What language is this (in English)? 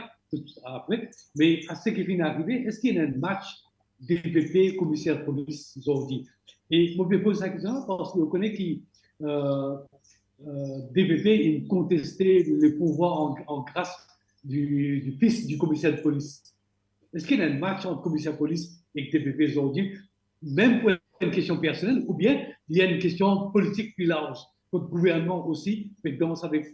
Morisyen